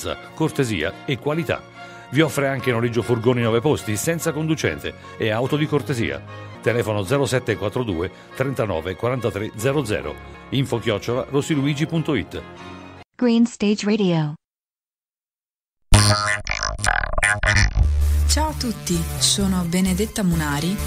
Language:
Italian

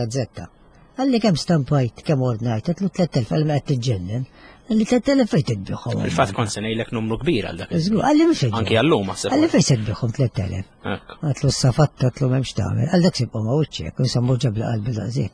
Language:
Maltese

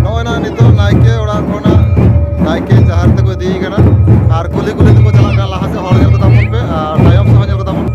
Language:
Santali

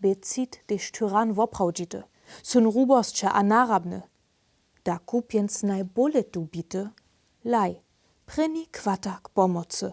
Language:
Upper Sorbian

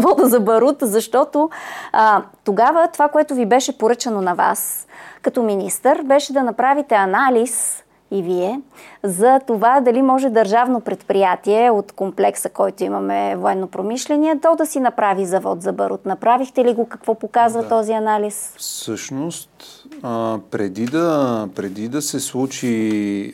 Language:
Bulgarian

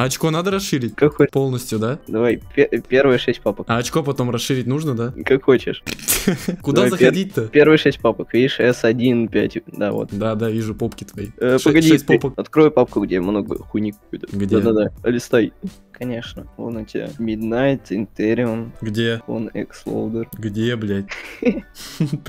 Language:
Russian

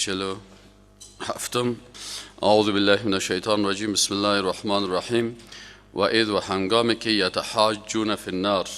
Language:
Tajik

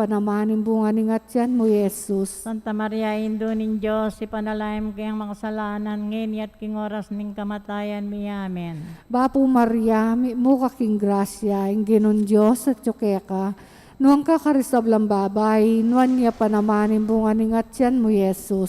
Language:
Pampanga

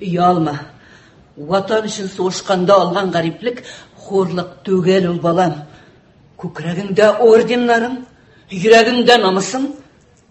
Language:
Tatar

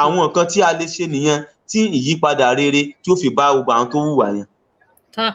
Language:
Yoruba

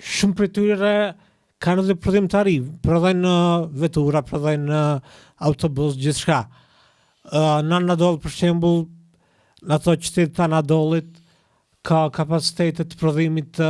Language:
Albanian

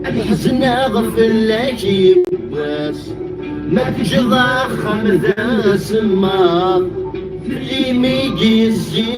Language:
Kabyle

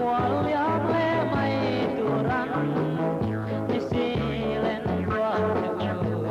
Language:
Biete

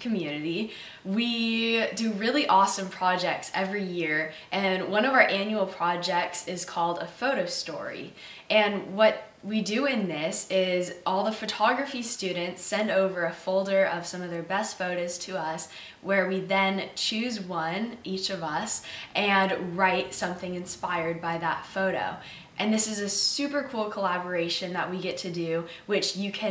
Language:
English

